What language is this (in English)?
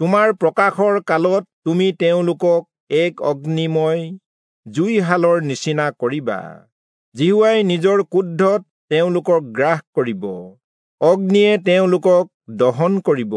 Assamese